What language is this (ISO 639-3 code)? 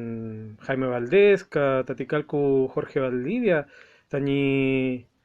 arn